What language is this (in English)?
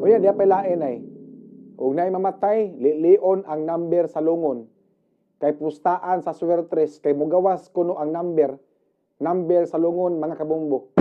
Cebuano